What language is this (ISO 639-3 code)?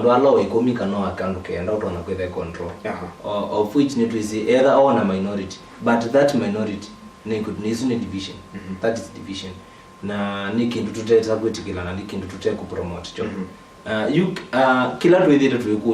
kam